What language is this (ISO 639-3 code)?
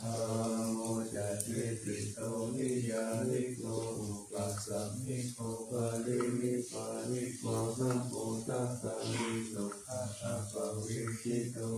pli